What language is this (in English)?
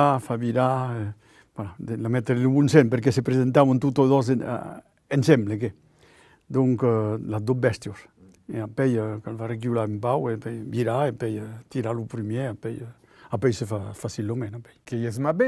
Occitan